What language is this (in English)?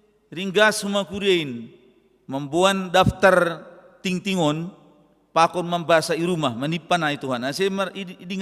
Batak Simalungun